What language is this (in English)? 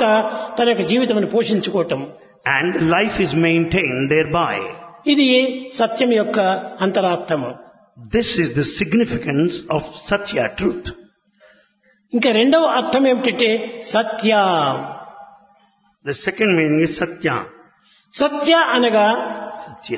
Telugu